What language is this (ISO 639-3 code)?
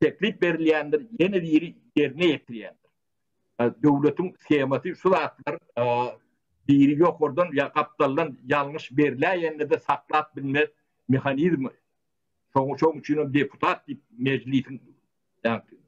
tuk